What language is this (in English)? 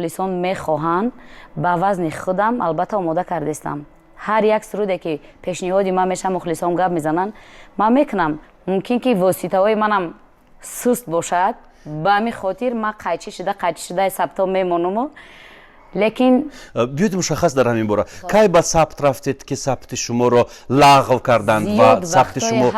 Tajik